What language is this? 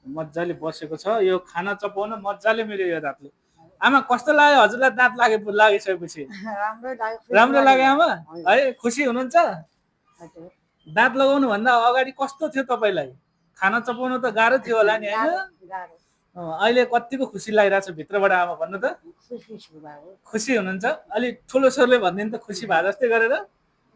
Nepali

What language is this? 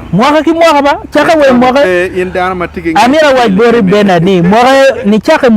Acoli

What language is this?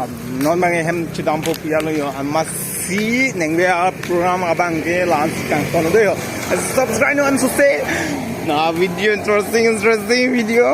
Karbi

